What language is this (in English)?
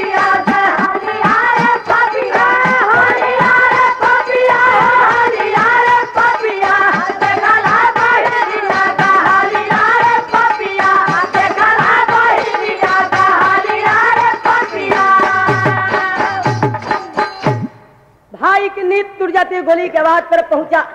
Bhojpuri